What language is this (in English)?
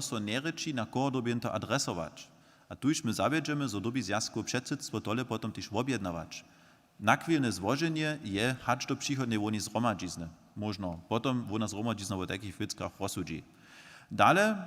Upper Sorbian